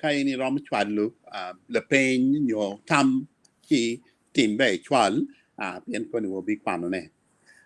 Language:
Acoli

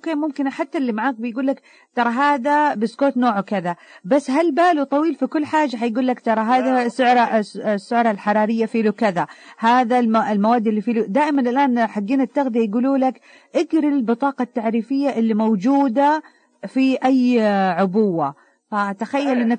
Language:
Najdi Arabic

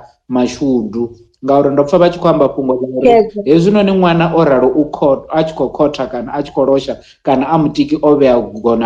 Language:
Venda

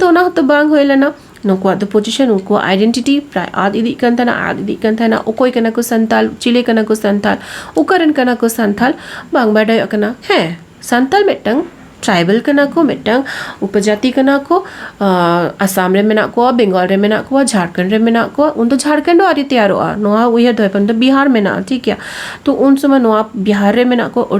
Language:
Santali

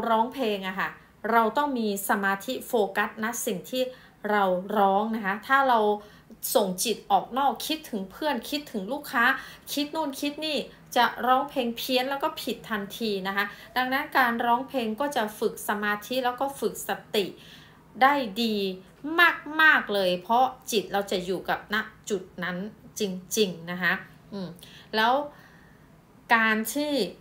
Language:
Thai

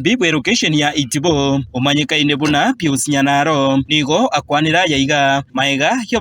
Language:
Gusii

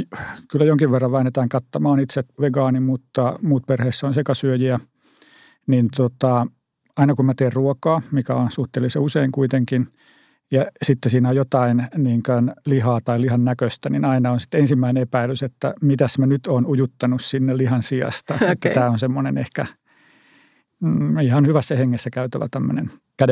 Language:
Finnish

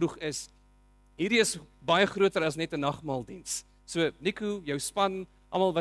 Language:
Afrikaans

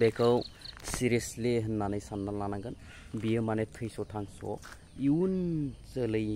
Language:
Bodo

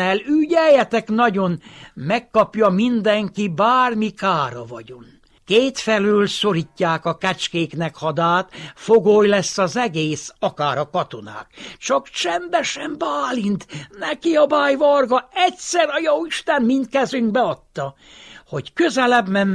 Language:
Hungarian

